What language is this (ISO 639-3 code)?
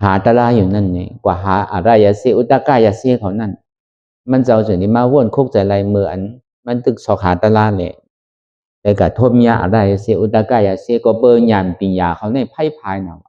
shn